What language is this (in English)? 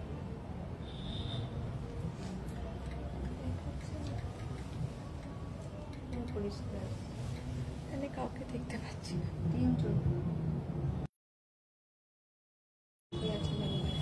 Bangla